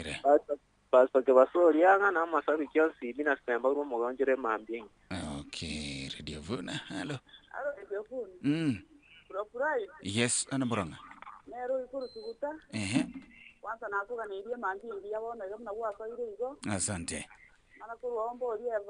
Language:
Gusii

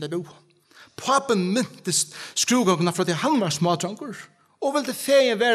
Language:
Faroese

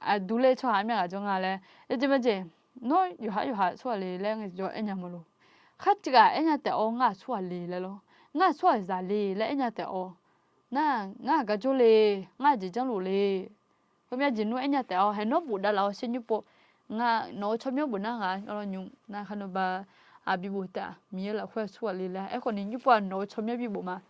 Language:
Akha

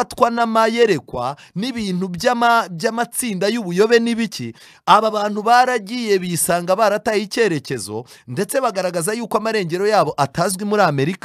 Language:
Kinyarwanda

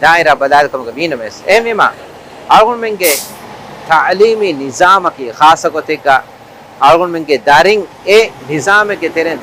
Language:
Divehi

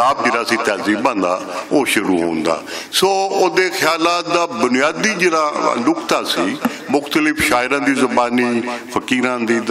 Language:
Western Panjabi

